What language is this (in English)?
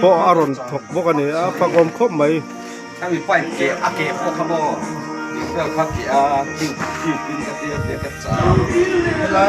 Mizo